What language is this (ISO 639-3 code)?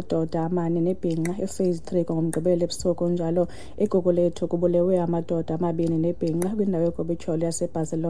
xho